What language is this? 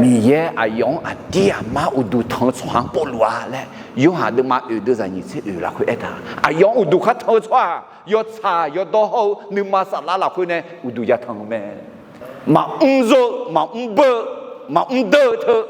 Akha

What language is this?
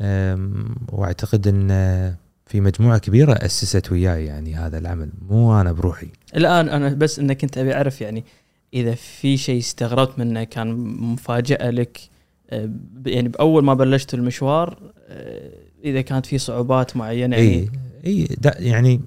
Gulf Arabic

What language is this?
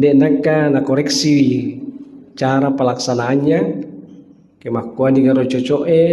Buginese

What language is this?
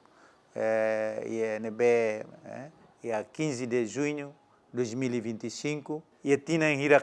Tetum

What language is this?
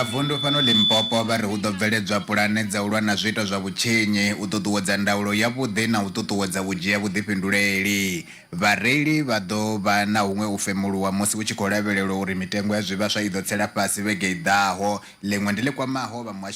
Venda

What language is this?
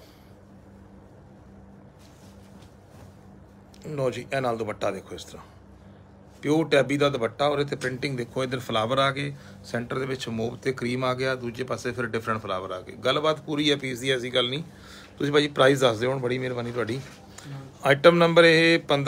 Punjabi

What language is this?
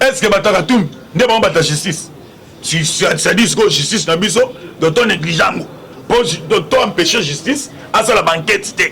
Lingala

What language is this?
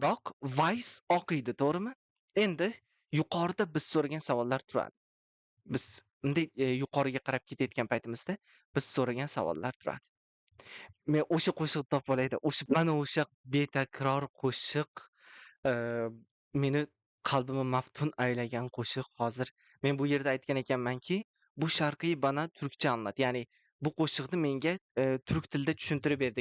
Uzbek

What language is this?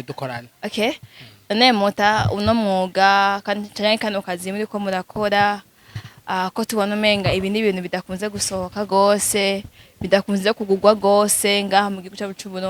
Rundi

